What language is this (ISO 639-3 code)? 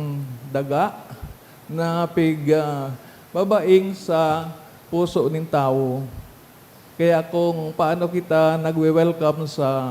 bik